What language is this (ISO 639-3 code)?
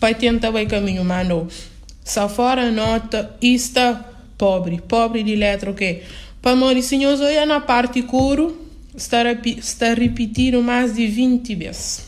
kea